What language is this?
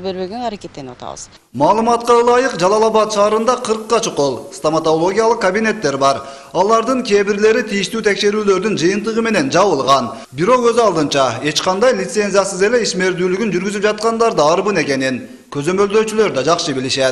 Kyrgyz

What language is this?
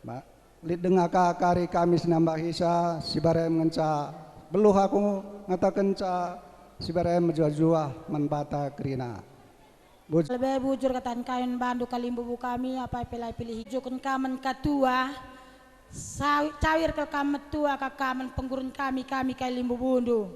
Batak Karo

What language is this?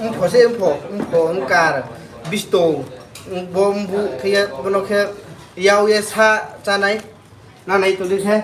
Riang (India)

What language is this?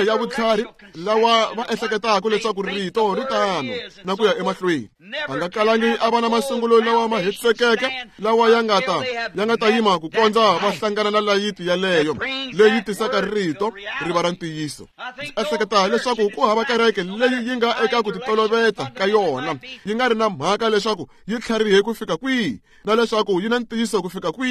Tsonga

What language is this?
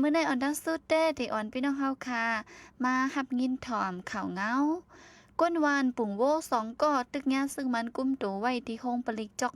Shan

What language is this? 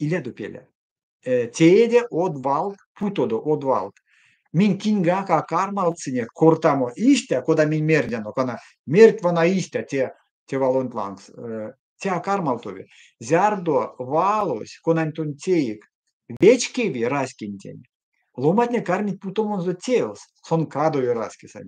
Erzya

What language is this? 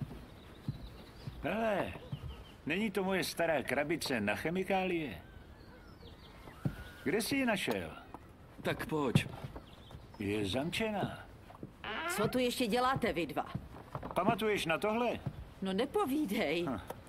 Czech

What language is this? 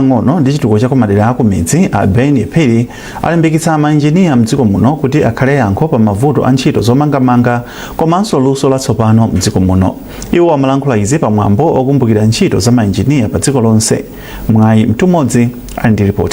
Nyanja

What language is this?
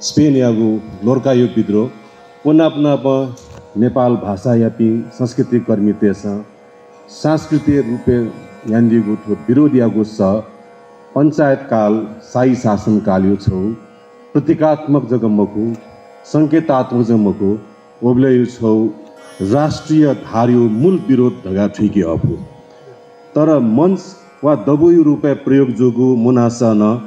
Newari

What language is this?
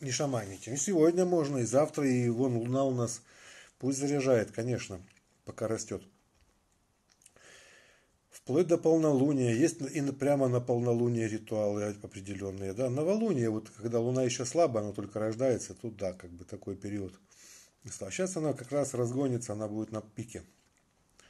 Russian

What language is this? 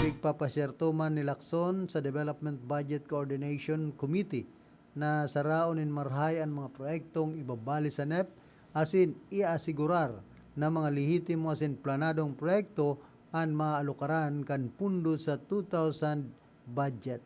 Bikol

